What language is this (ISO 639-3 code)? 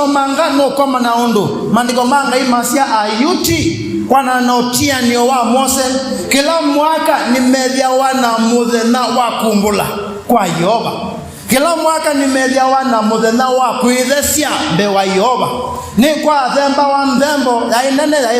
kam